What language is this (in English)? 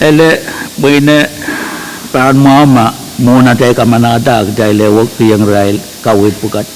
Pohnpeian